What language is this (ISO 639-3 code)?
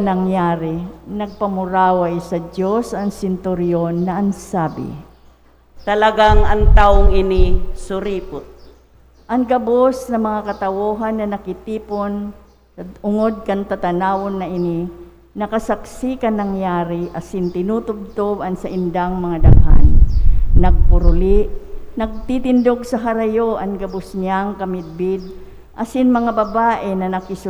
bik